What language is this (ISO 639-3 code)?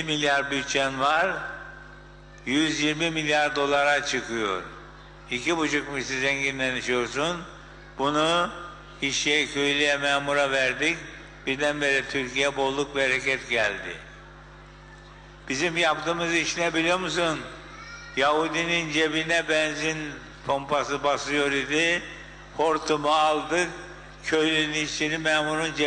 tur